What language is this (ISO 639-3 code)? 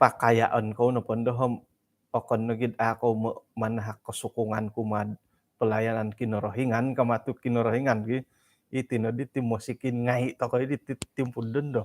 dtp